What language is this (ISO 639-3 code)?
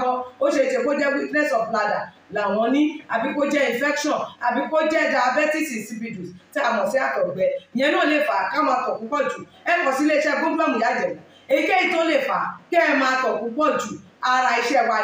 yor